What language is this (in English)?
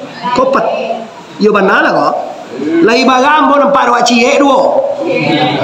Minangkabau